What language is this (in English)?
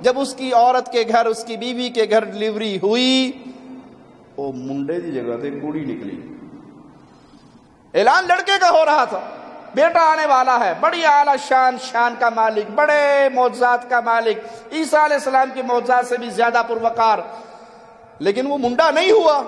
Urdu